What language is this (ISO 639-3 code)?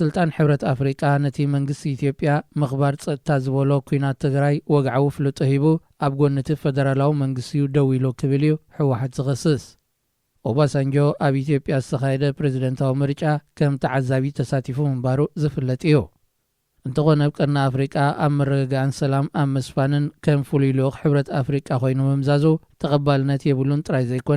tir